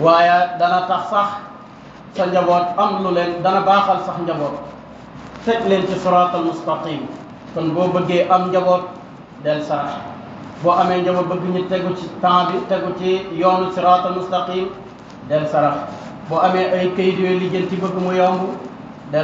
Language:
Wolof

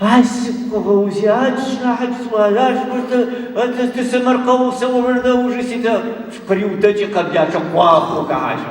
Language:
Adyghe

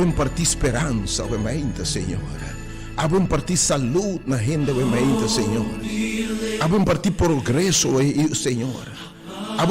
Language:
Papiamento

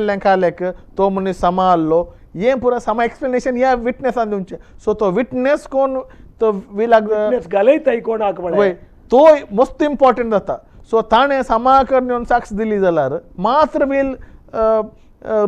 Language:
Konkani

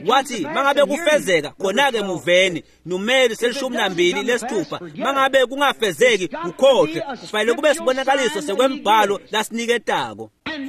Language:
Swati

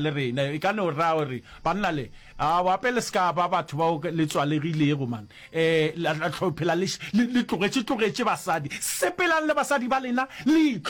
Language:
Northern Sotho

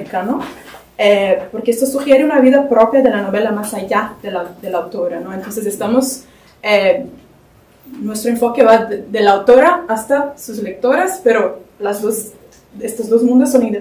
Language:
Spanish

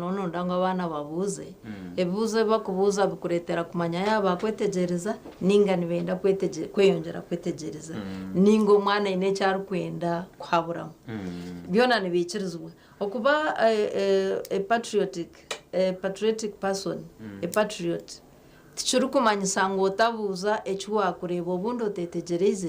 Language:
Nyankole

